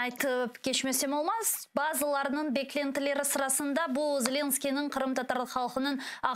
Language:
Crimean Tatar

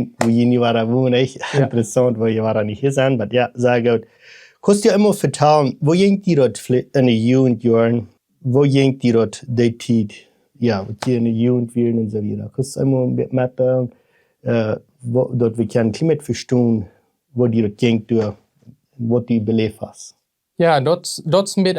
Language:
Plautdietsch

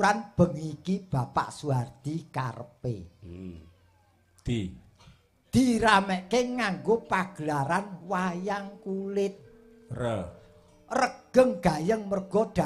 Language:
Javanese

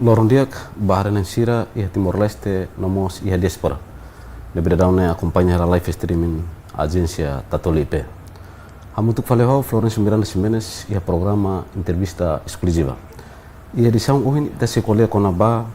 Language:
Tetum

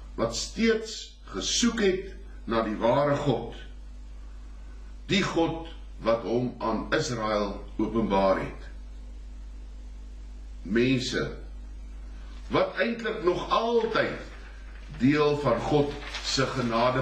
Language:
Afrikaans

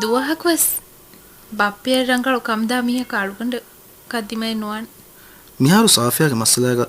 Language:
Divehi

